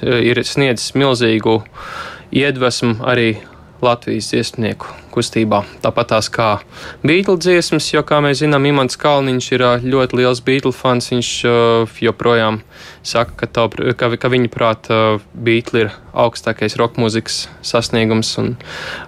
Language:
Latvian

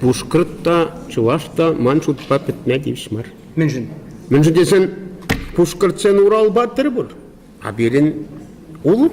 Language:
Chuvash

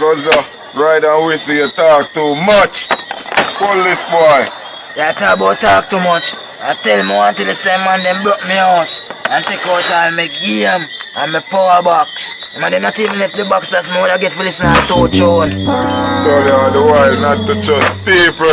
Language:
Jamaican Creole English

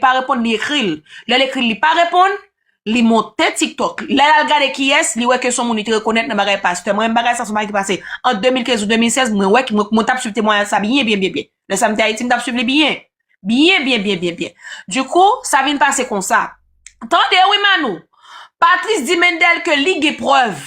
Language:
Haitian Creole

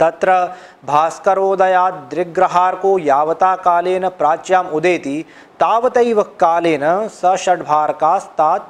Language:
Sanskrit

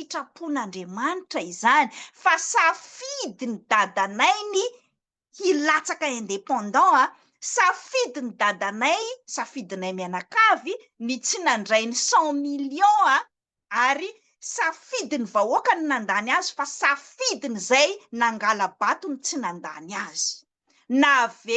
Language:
Malagasy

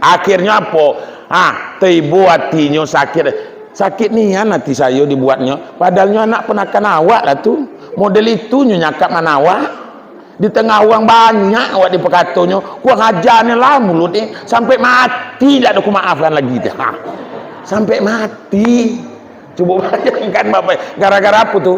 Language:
Minangkabau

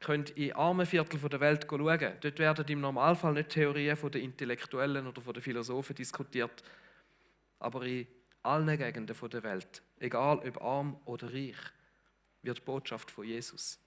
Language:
Swiss German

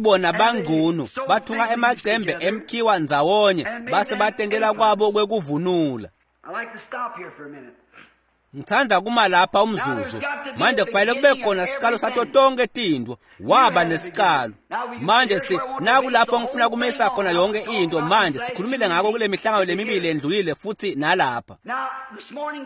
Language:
Swati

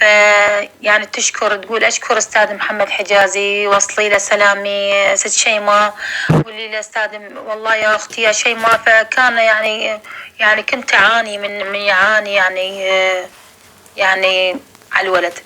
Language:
North Levantine Arabic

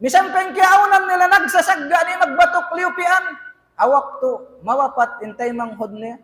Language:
Tausug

